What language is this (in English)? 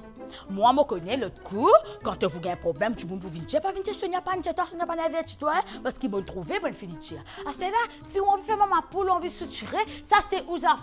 Morisyen